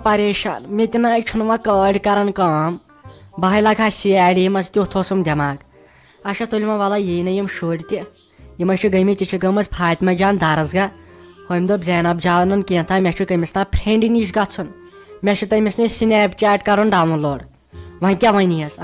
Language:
Kashmiri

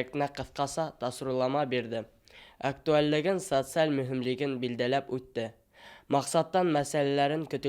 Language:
Bashkir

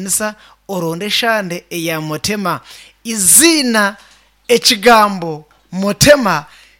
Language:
Nyankole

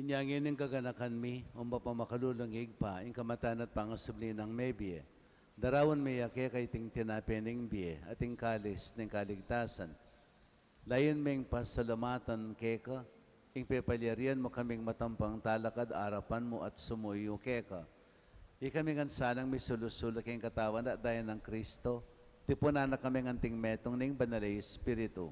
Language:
Pampanga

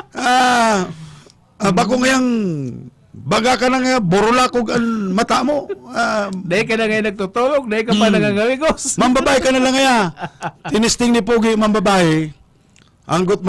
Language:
Bikol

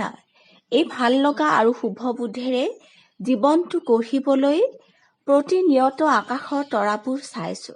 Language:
Assamese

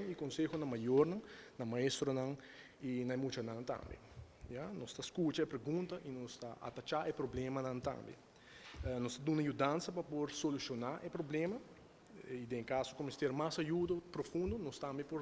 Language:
Papiamento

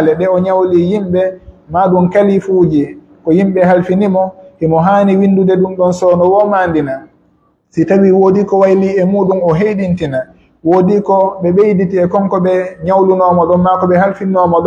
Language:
Pular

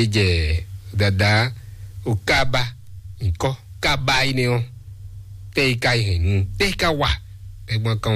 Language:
Fon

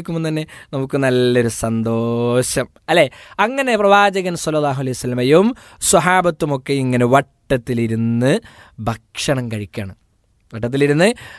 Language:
Malayalam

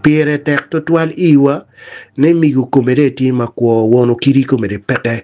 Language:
Acoli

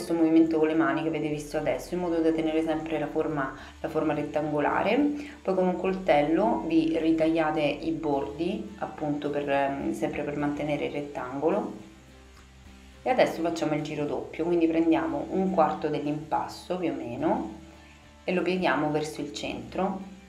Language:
Italian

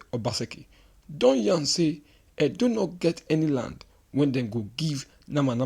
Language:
Nigerian Pidgin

